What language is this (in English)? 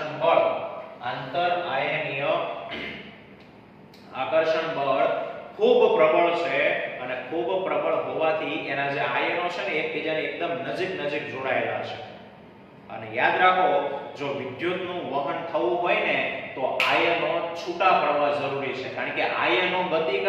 Gujarati